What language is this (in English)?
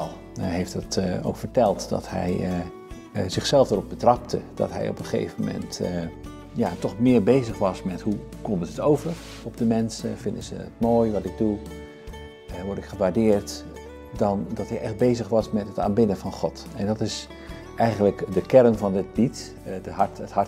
Dutch